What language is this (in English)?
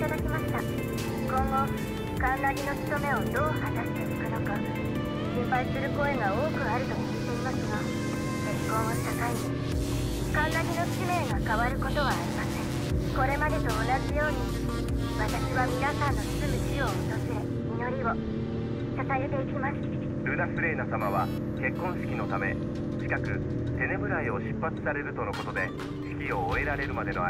Japanese